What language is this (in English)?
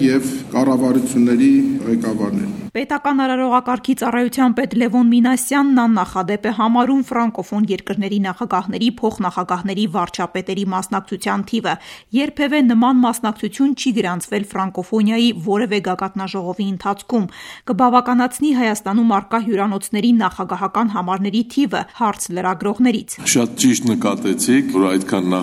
Armenian